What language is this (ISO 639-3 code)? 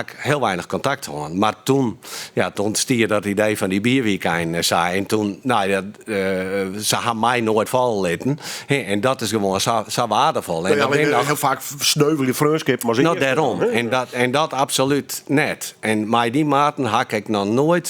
fry